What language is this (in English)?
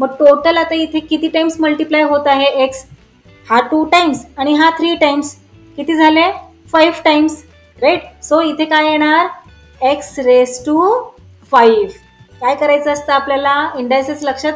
Marathi